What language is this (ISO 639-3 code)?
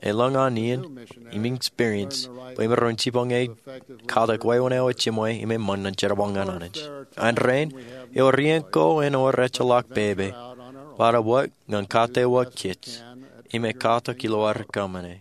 mah